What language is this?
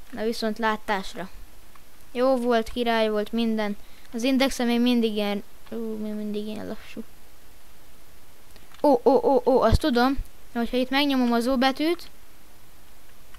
Hungarian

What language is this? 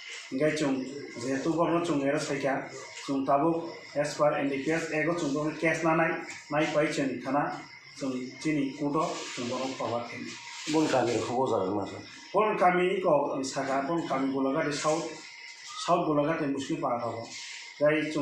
Kok Borok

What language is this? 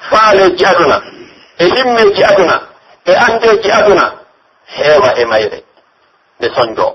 Pular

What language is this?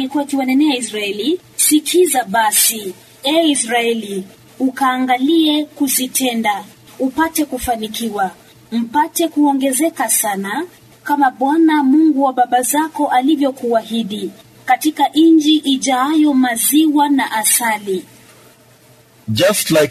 Swahili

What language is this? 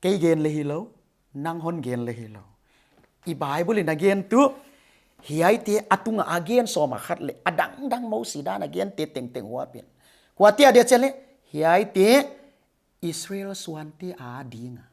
Paite Chin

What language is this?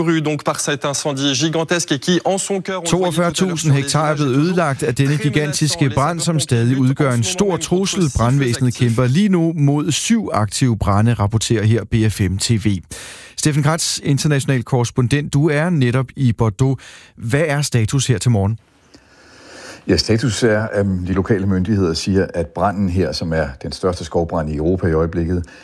Danish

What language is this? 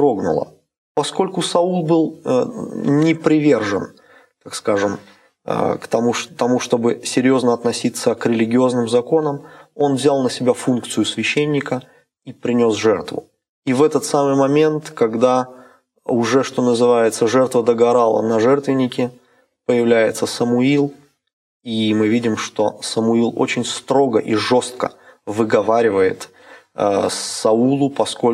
Russian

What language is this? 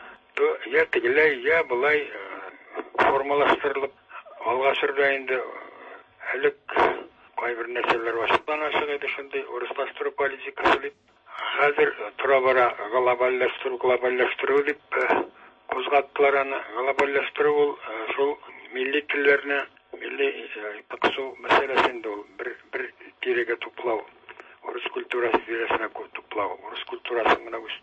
Tatar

